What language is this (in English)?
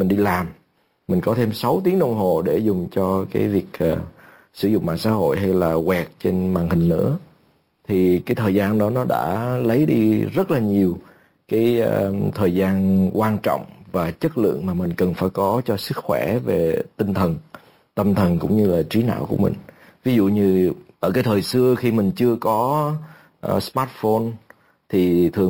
Vietnamese